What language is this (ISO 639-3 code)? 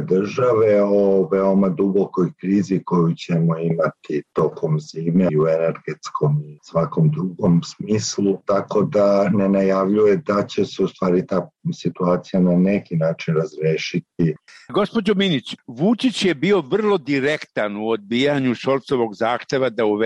srp